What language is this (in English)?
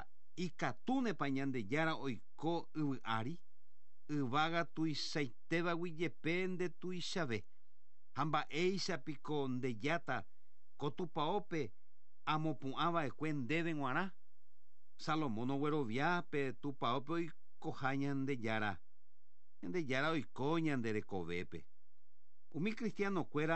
Guarani